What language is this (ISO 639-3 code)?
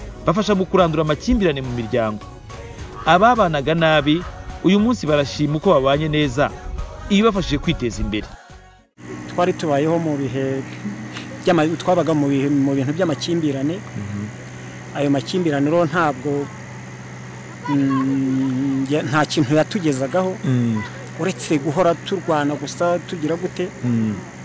kin